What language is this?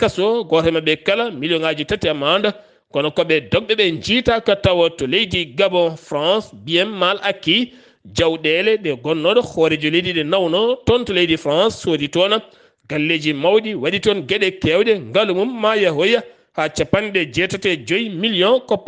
Fula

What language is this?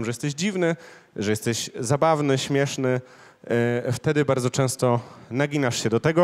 Polish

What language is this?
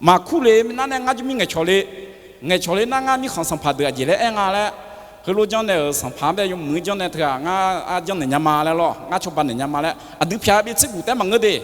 Akha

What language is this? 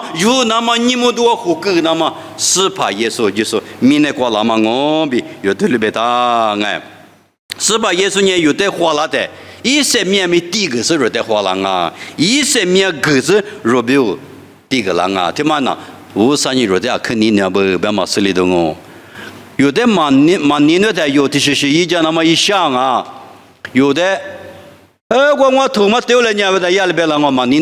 Lisu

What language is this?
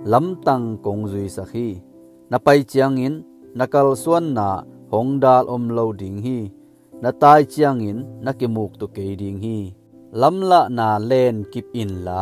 Tedim Chin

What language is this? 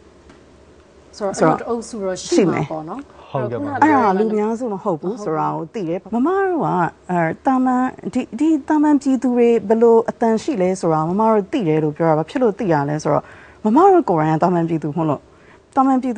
Burmese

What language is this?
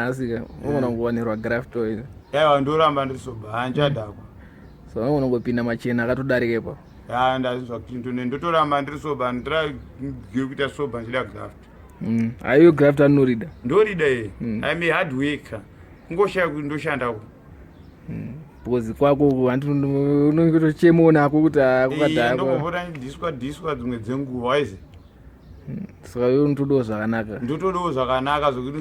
Shona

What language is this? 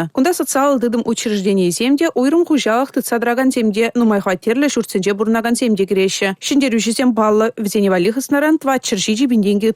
Chuvash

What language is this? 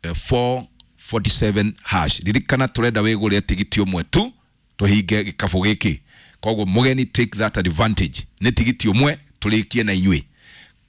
Kikuyu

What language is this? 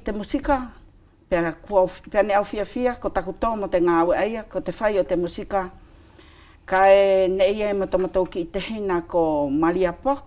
Wallisian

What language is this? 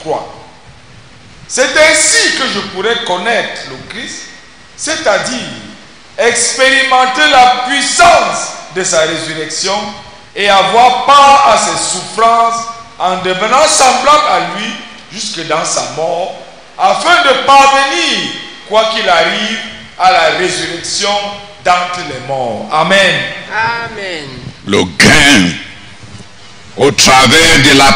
French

